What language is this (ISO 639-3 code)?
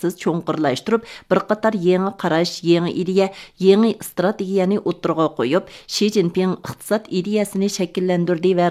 uig